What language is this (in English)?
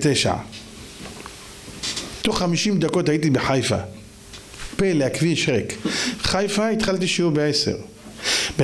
Hebrew